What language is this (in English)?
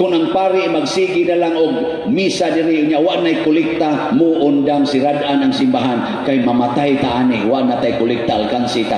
Cebuano